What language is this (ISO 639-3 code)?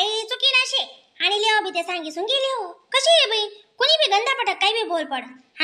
khn